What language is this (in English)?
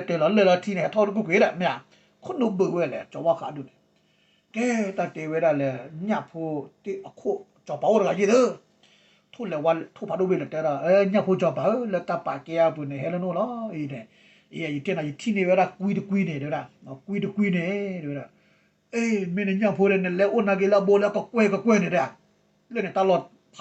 S'gaw Karen